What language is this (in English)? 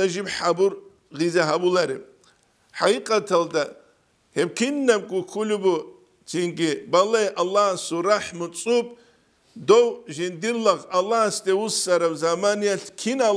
Avaric